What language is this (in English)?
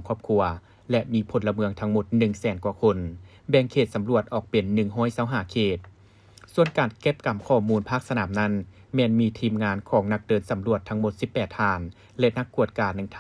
Lao